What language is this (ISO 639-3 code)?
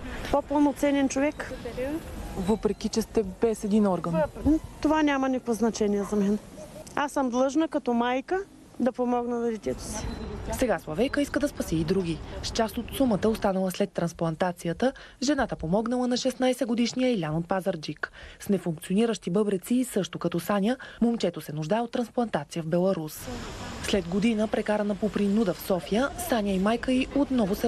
bul